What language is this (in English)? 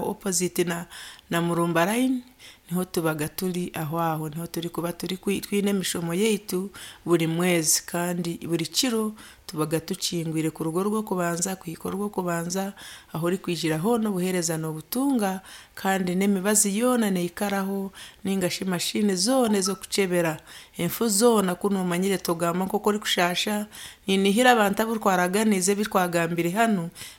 Nyankole